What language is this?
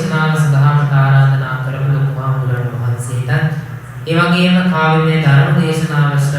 Sinhala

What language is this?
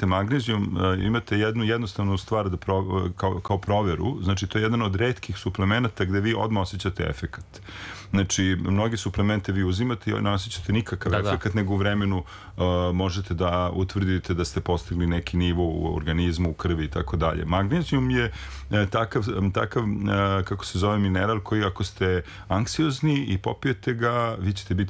Serbian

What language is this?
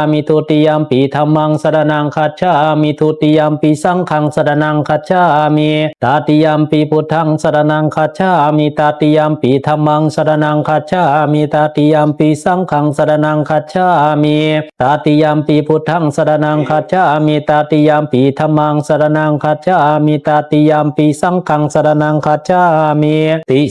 Pali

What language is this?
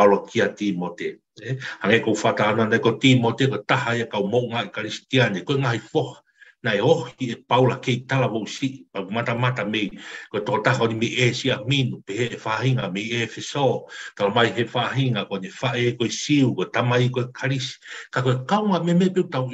Tongan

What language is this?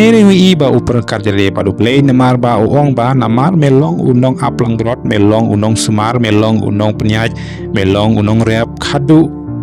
Khasi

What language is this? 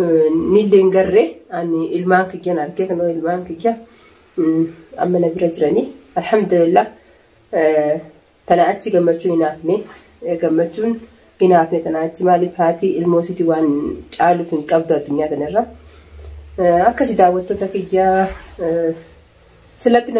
Oromo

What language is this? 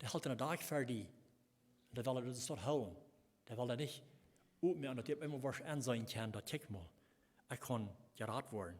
Plautdietsch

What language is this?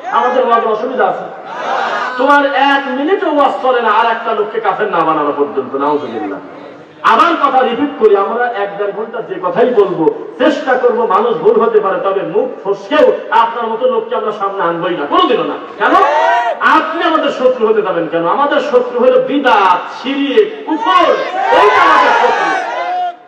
Bangla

